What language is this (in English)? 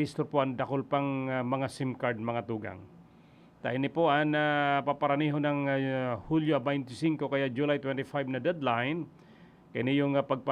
Bikol